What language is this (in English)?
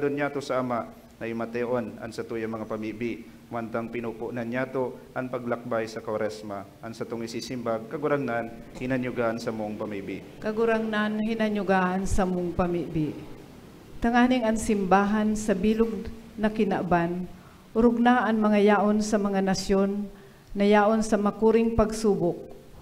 Bikol